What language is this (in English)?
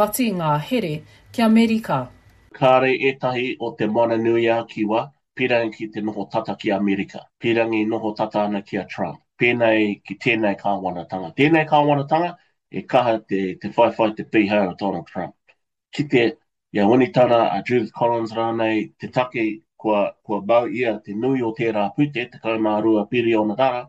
Māori